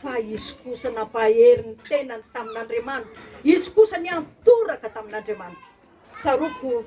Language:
Malagasy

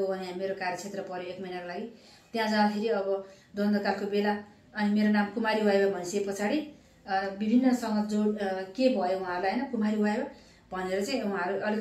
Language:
Nepali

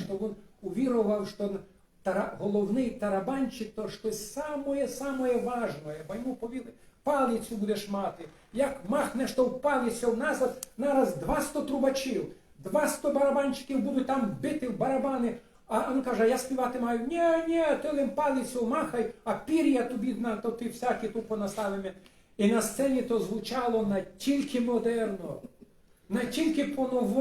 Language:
Rusyn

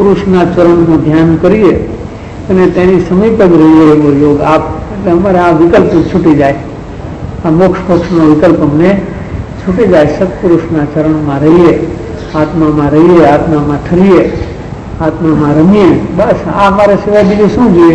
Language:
Gujarati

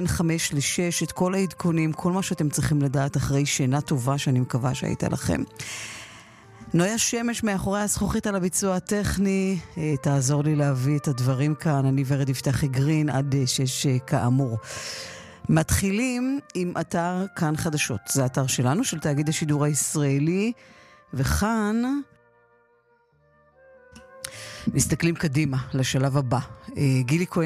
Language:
Hebrew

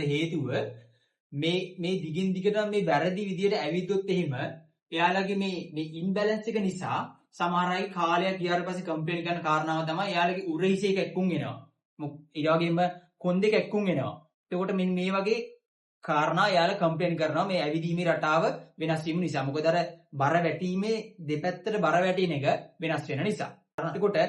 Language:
Sinhala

